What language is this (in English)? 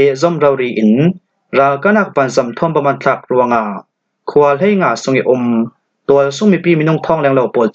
Falam Chin